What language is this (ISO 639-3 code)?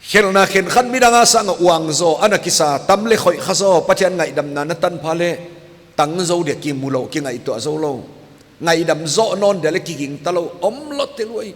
pck